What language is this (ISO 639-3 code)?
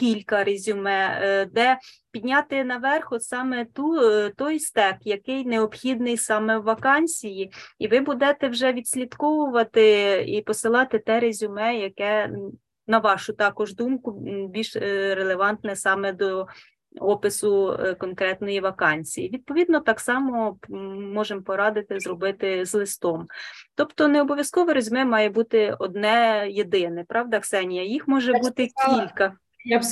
ukr